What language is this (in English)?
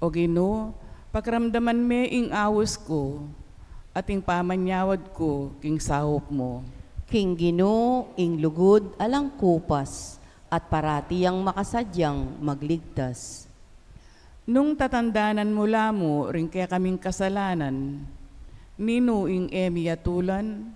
Pampanga